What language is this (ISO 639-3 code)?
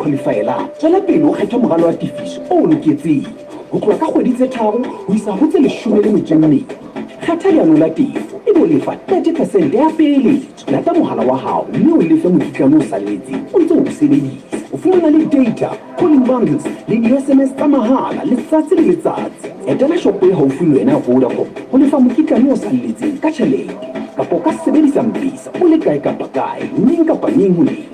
sot